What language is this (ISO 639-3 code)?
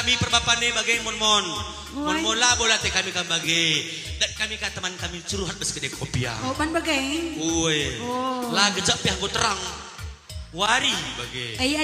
btx